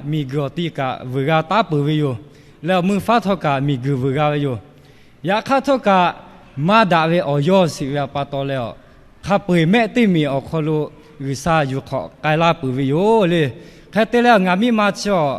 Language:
Lahu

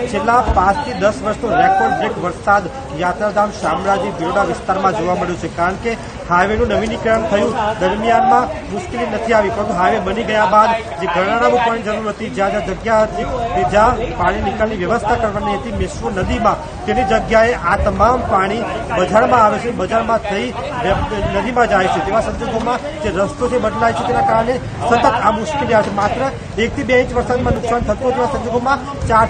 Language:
Gujarati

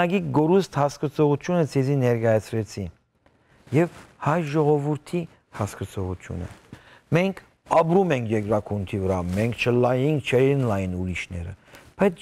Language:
Western Armenian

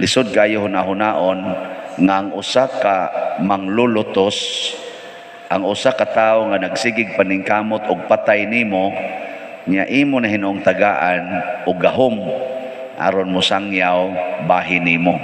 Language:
Cebuano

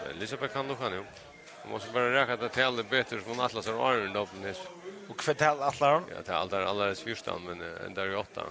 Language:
Faroese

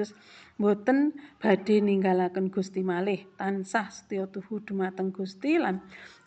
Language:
Javanese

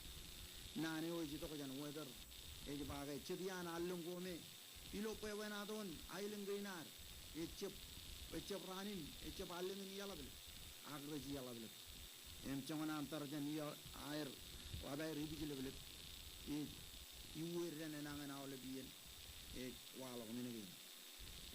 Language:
Marshallese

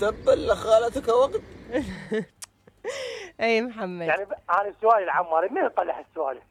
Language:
Mesopotamian Arabic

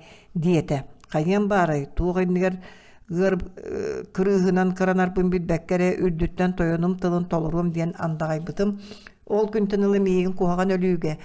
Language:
Yakut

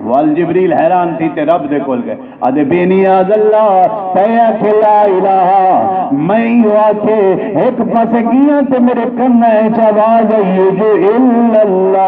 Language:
Saraiki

